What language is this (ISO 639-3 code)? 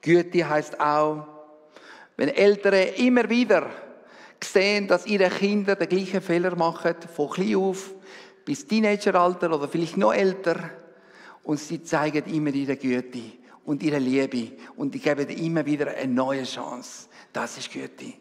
gsw